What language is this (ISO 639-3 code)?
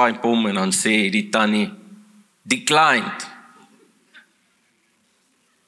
afr